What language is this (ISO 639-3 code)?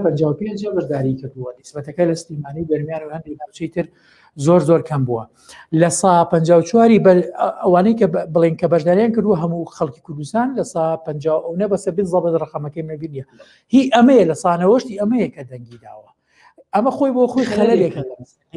ckb